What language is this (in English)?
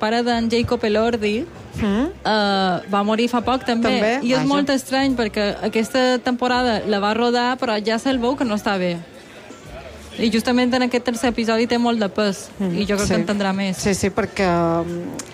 Catalan